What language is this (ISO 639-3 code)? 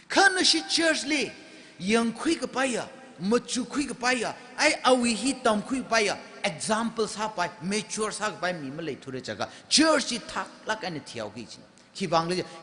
nmf